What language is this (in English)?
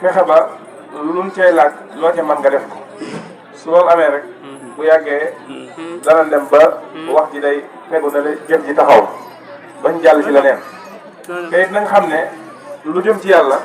Wolof